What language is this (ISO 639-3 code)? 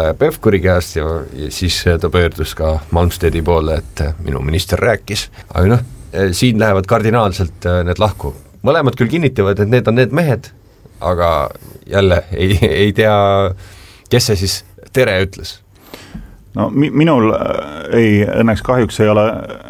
est